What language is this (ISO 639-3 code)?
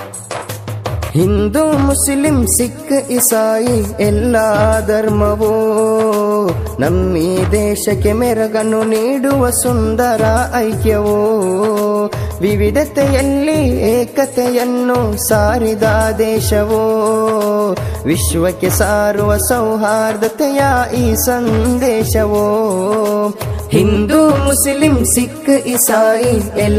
kan